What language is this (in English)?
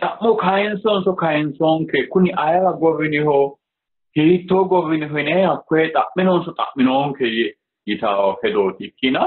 Sidamo